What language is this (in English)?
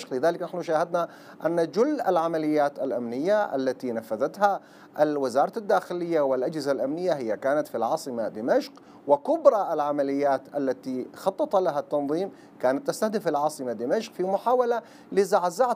Arabic